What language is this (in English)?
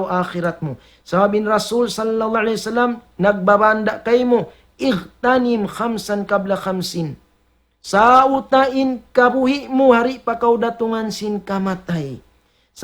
Tausug